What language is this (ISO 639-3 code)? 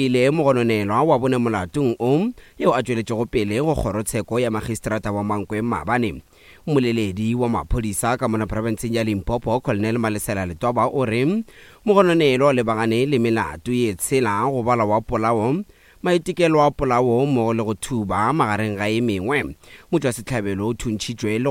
nso